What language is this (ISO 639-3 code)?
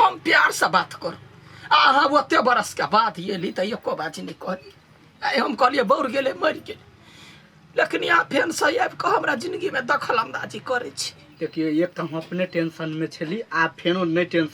mai